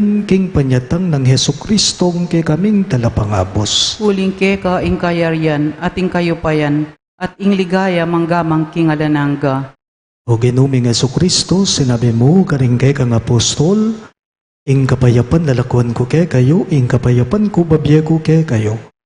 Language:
Pampanga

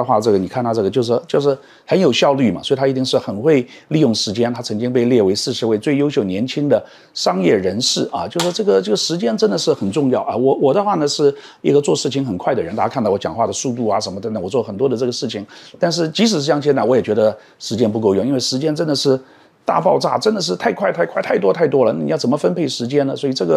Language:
Chinese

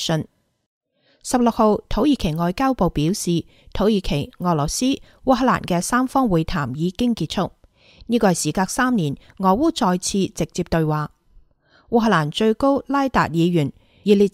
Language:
Cantonese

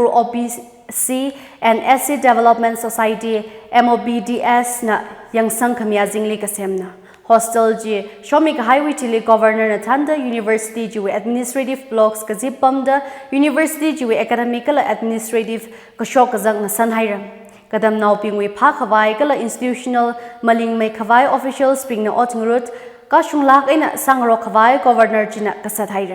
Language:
Tangkhul Naga (India)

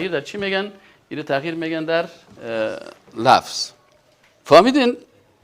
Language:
Persian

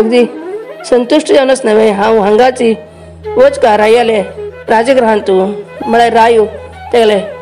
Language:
Konkani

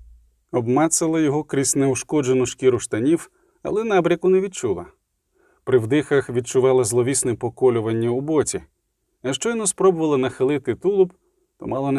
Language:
Ukrainian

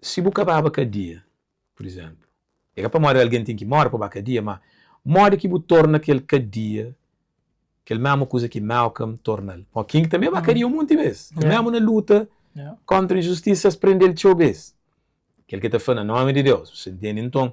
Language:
Kabuverdianu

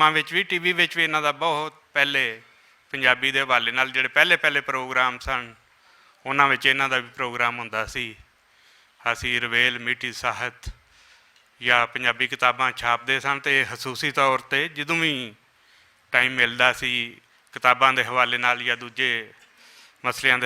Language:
Western Panjabi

